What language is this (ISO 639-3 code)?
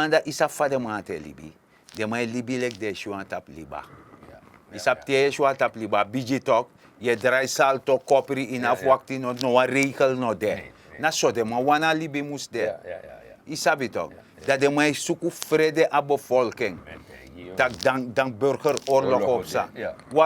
srn